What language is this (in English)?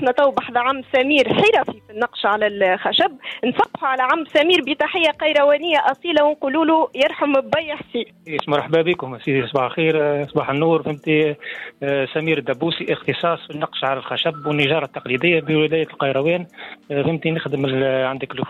Tunisian Arabic